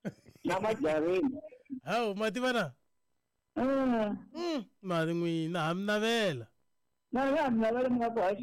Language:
Tsonga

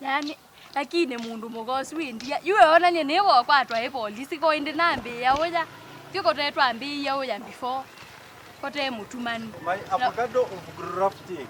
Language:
Kamba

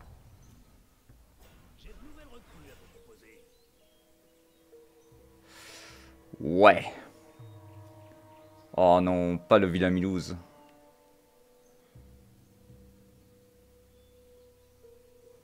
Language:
French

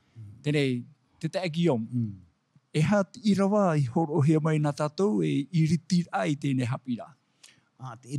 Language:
Tahitian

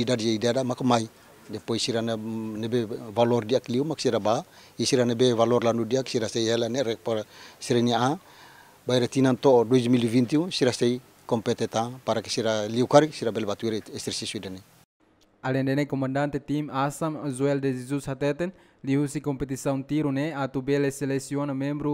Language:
Tetum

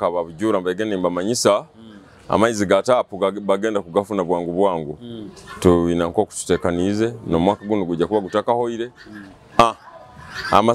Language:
Nyoro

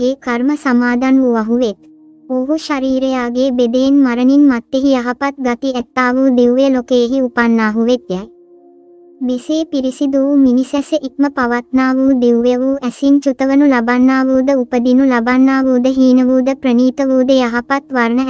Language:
Sinhala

